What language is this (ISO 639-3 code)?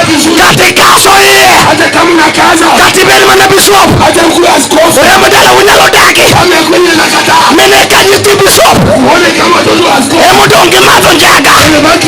luo